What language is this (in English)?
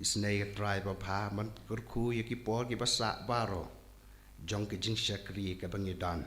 Khasi